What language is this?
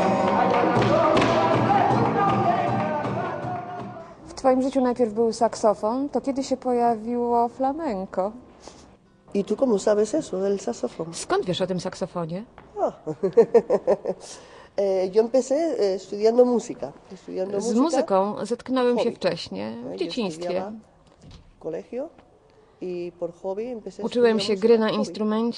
Polish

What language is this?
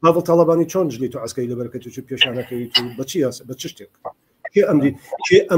Central Kurdish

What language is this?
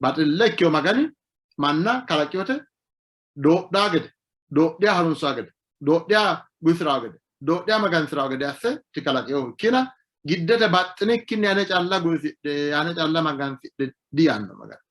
Sidamo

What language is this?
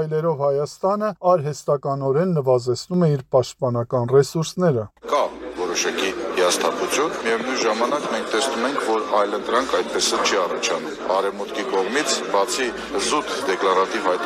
Armenian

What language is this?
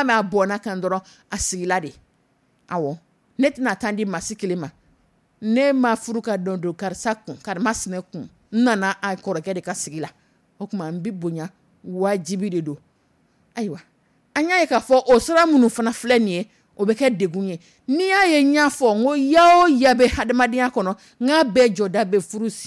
Dyula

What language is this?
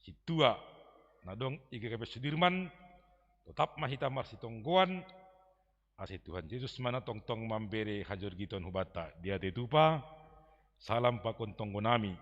Batak Simalungun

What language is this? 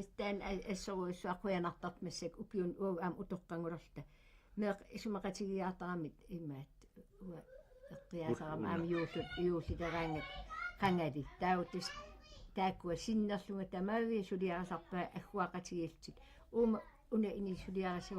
Kalaallisut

